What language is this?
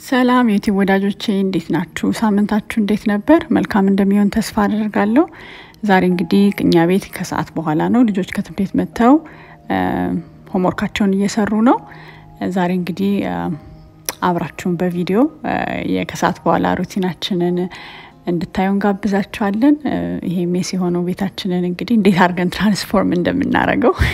Amharic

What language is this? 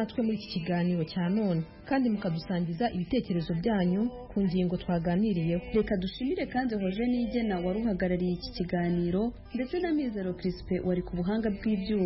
Kinyarwanda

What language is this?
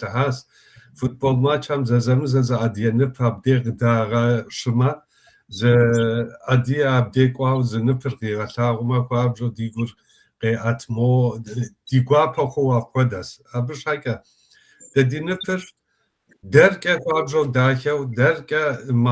Kabardian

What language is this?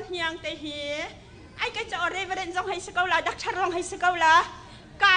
Hakha Chin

